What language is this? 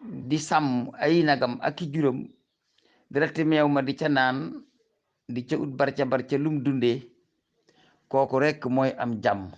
Wolof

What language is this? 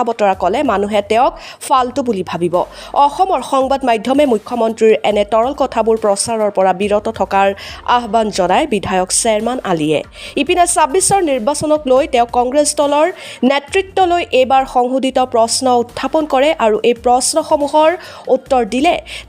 Assamese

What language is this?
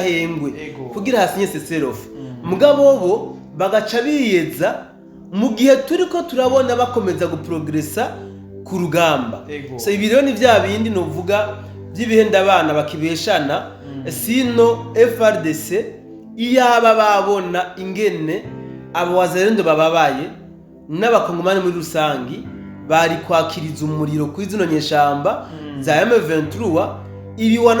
Rundi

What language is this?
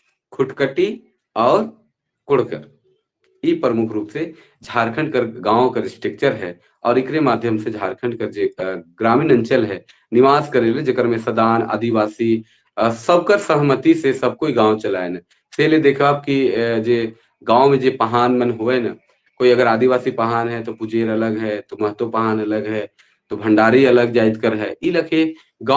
Sadri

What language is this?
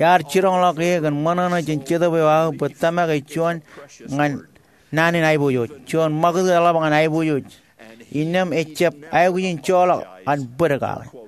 Marshallese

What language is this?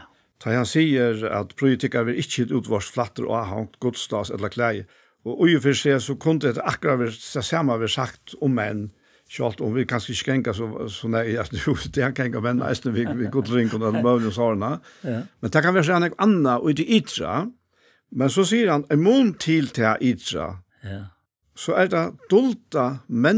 Faroese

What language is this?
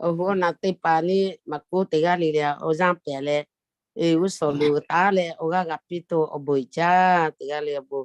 Lahu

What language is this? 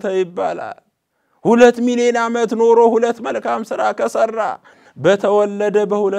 Amharic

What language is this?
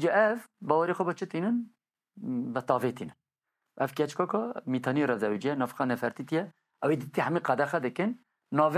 Kurdish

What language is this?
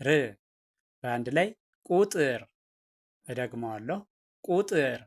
Amharic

